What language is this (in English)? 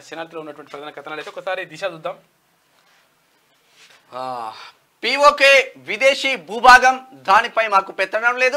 Telugu